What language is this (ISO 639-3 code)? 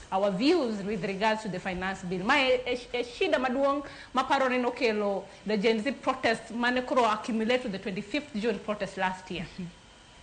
luo